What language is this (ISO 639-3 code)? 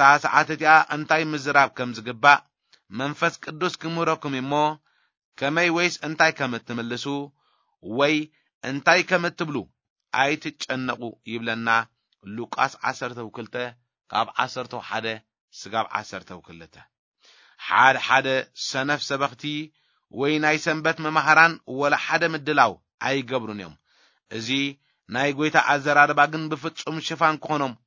tir